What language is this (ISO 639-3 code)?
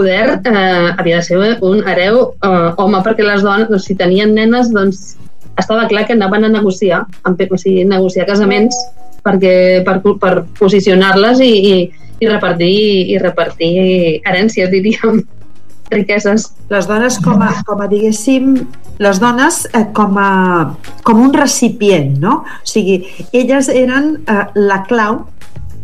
cat